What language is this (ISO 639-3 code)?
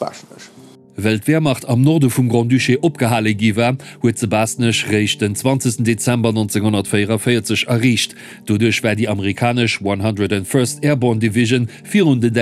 ltz